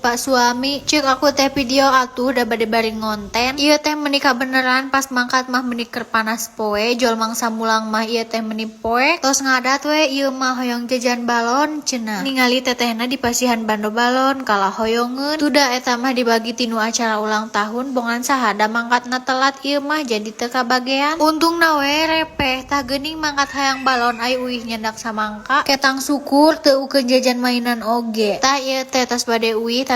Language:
Sundanese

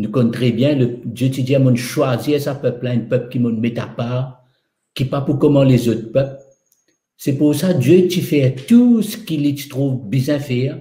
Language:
Morisyen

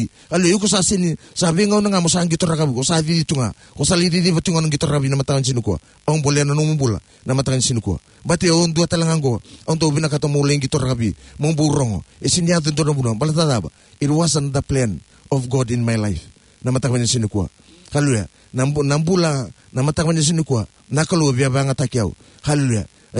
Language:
Fijian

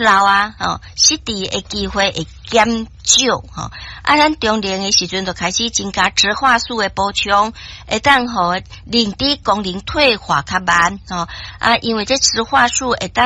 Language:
Min Nan Chinese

